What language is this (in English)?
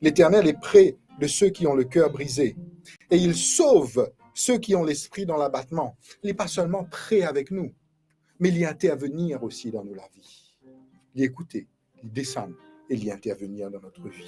Morisyen